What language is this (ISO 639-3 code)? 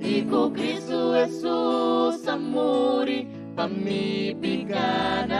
pap